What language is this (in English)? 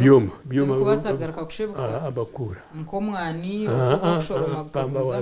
Nyankole